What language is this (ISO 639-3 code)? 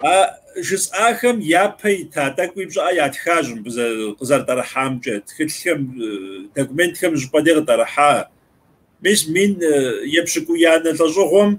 kbd